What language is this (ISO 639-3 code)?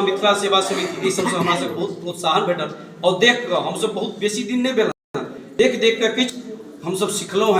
mai